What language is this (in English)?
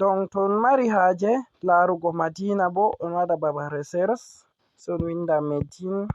Fula